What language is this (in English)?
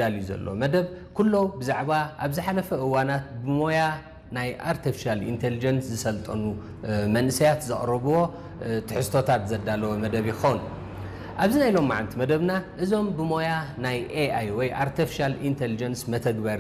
Tigrinya